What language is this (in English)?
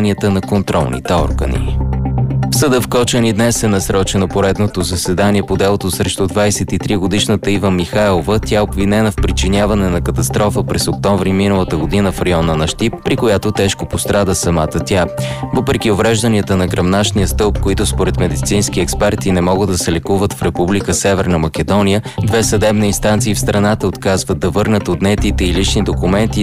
Bulgarian